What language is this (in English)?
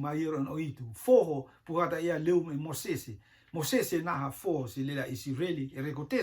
Rotuman